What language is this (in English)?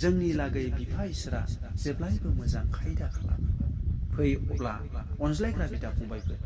Bodo